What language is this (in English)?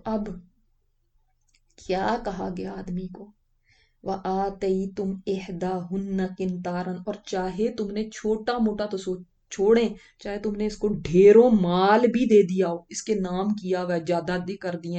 Urdu